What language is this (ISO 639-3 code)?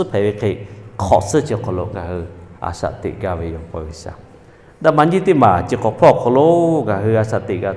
lhu